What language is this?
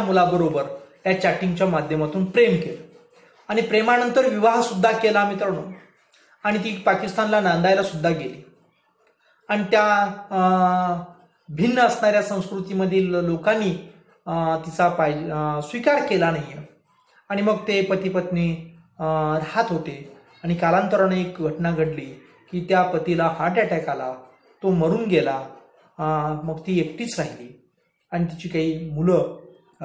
Marathi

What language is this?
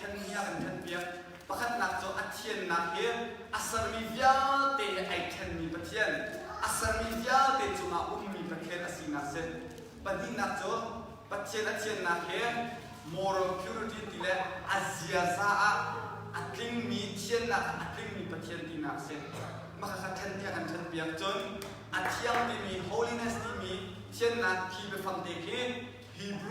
Hakha Chin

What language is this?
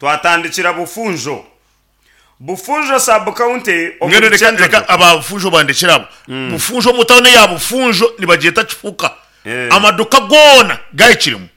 Nyankole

